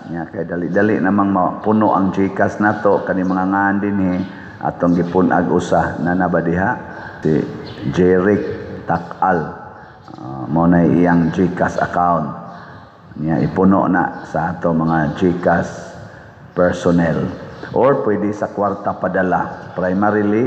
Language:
Cebuano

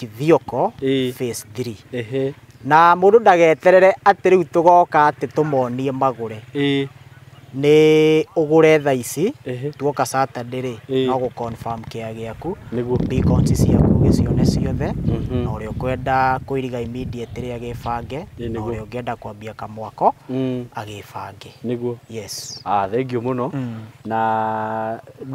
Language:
Kikuyu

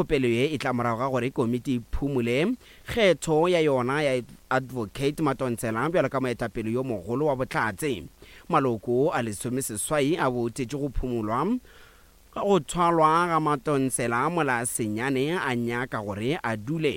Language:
Northern Sotho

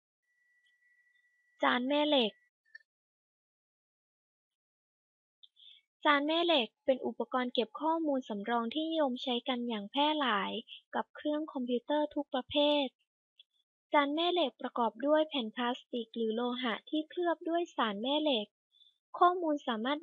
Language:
Thai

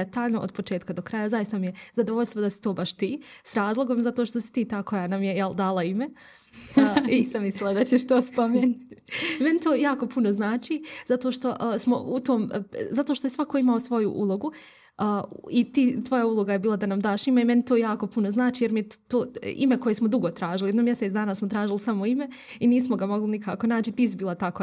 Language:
Bosnian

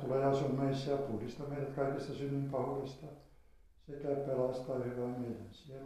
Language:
Finnish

